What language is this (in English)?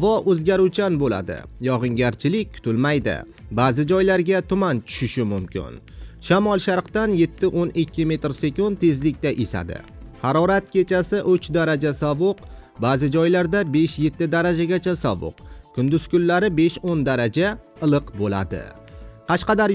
Uzbek